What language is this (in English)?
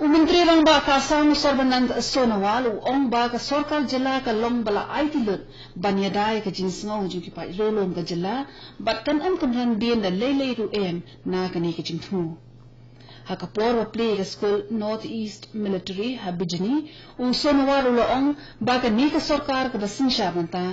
Khasi